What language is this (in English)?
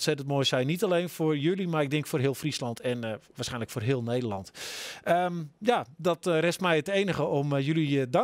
Dutch